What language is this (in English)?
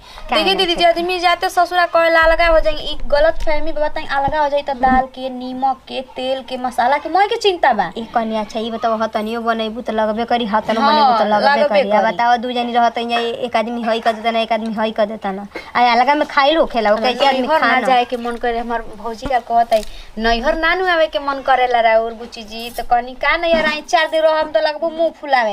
Bhojpuri